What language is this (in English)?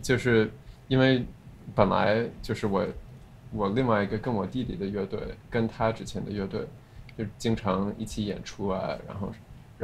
Chinese